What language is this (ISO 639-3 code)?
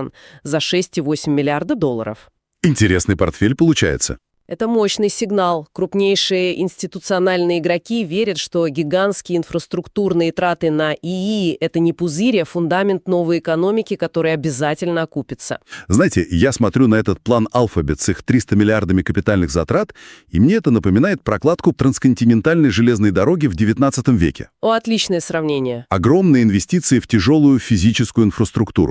rus